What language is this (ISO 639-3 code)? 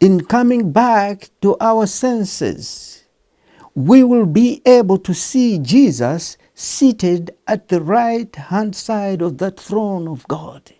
eng